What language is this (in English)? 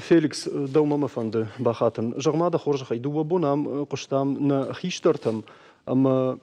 Ossetic